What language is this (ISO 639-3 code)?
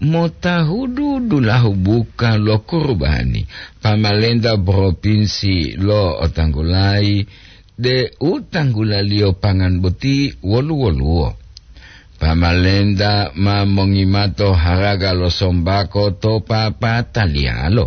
gor